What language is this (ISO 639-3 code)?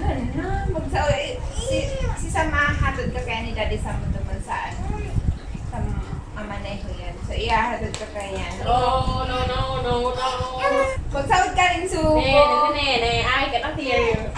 bik